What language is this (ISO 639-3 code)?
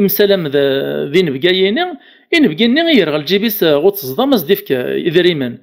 kab